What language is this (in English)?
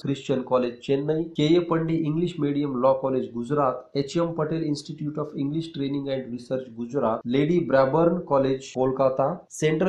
Marathi